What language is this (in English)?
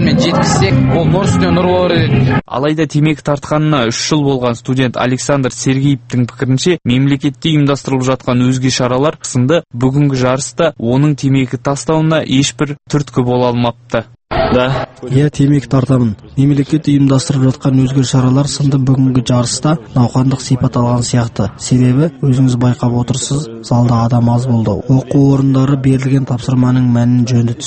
Kazakh